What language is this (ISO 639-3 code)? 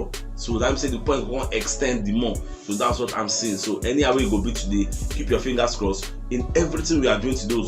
pcm